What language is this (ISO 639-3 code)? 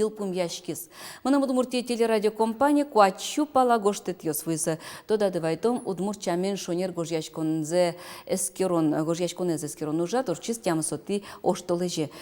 udm